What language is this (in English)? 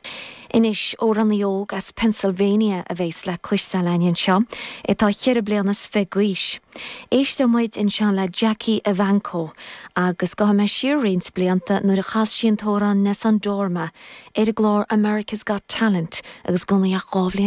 Irish